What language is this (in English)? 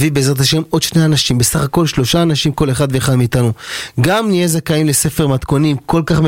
Hebrew